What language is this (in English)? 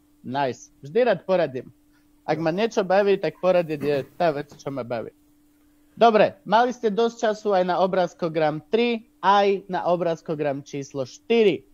Slovak